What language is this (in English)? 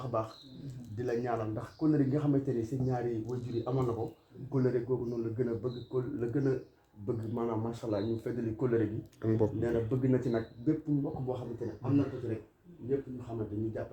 Wolof